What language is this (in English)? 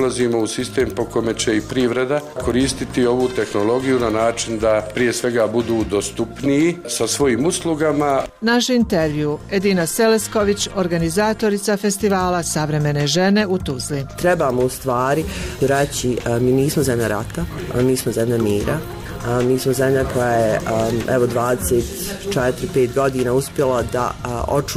Bosnian